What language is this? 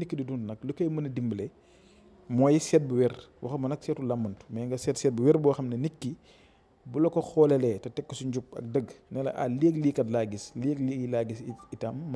Wolof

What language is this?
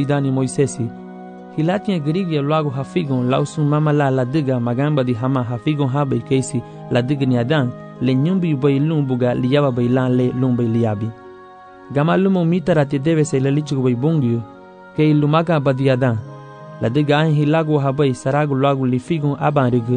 Garifuna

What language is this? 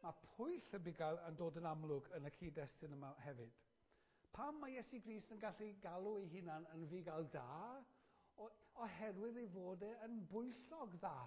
Welsh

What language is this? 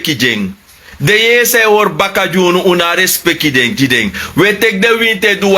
Sranan Tongo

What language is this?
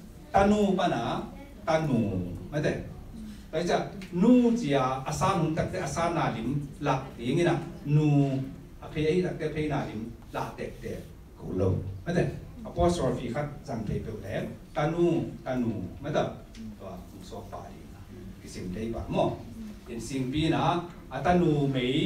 Tedim Chin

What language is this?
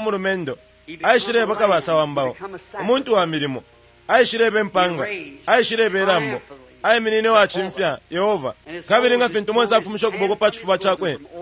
Bemba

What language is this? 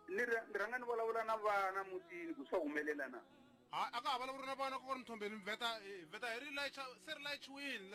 Tsonga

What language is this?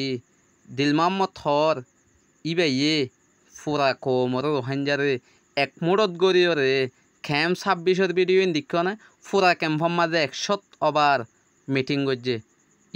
Rohingya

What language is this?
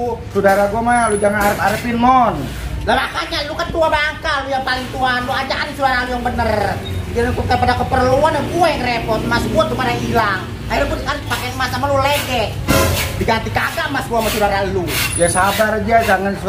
Betawi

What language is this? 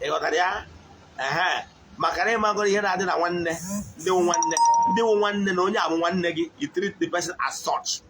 Igbo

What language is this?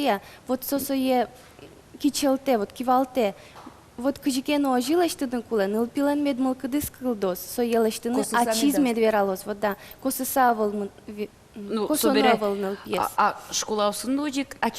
Udmurt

